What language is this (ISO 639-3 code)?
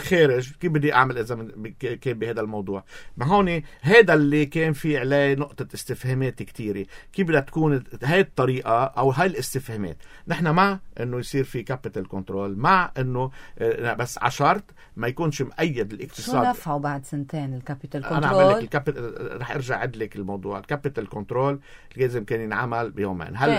apc